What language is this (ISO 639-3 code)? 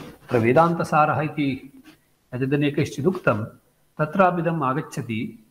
san